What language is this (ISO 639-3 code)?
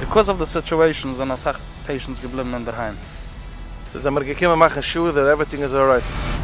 yid